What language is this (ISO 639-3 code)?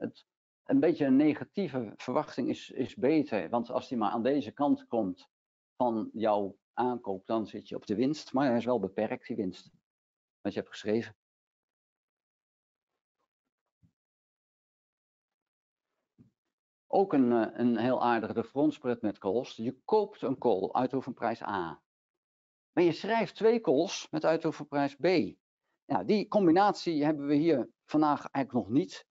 nld